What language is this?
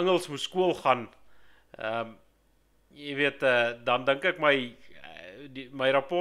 Afrikaans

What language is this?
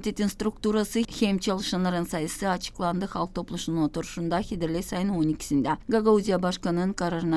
Gagauz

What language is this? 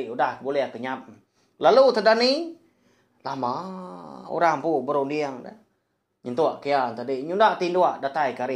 Iban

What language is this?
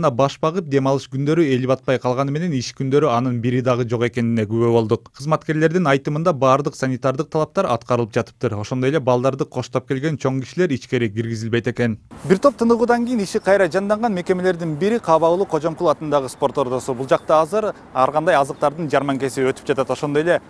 Kyrgyz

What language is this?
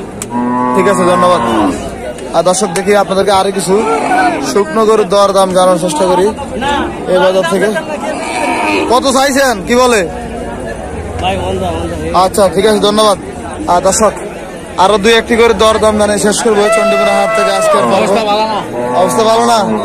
Bangla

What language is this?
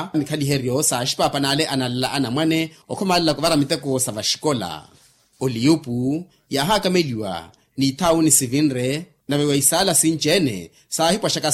Makhuwa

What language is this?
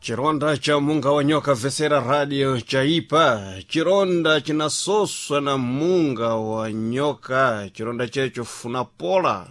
Sena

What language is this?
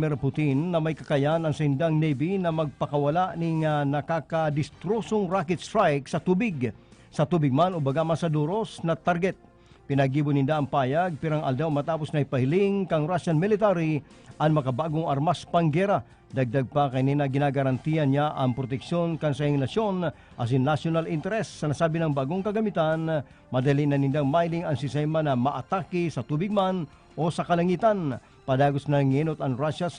Bikol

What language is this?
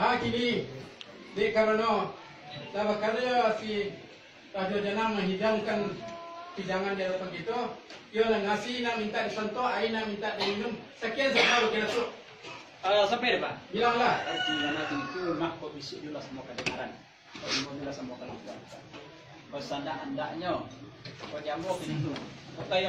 Minangkabau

